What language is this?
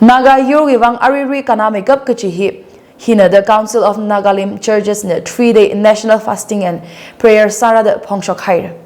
Tangkhul Naga (India)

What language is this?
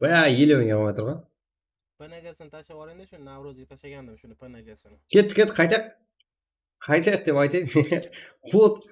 Kara-Kalpak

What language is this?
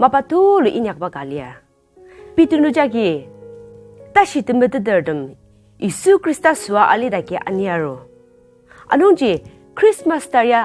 Ao Naga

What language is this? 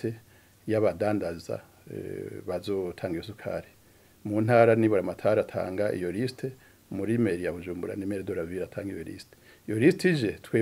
Rundi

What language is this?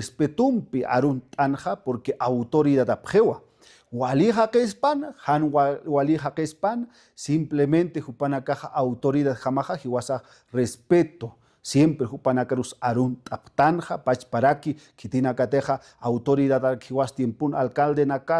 Aymara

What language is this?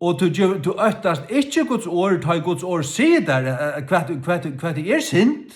Faroese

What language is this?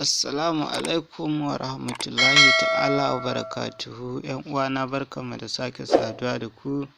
Hausa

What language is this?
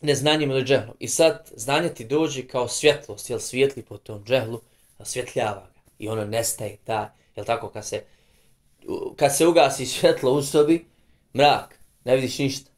Bosnian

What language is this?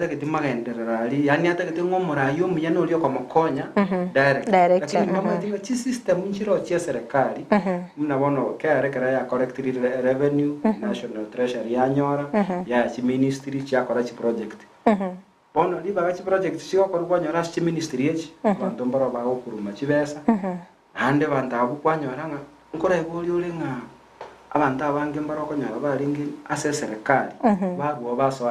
Gusii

